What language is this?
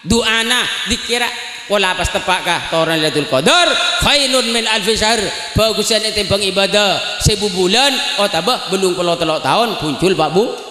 Madurese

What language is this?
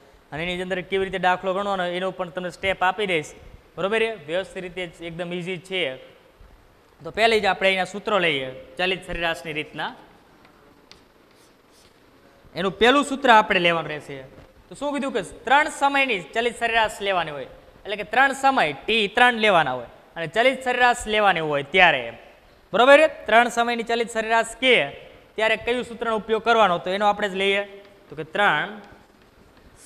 Gujarati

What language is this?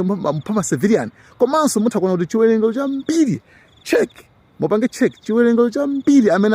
Nyanja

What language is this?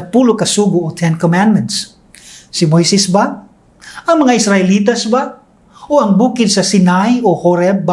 Cebuano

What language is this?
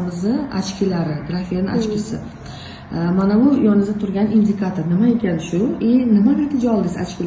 Uzbek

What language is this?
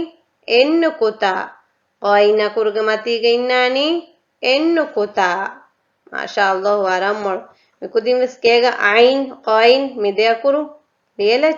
Divehi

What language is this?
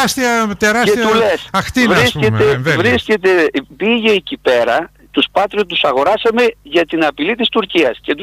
Greek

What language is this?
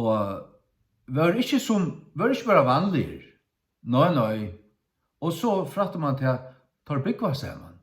Faroese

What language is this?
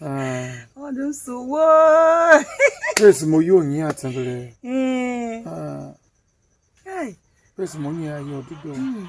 Tiv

